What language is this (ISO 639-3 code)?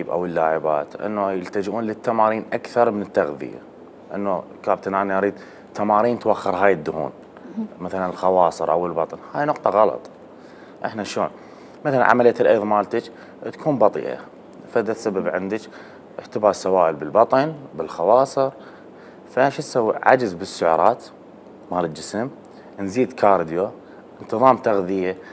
acm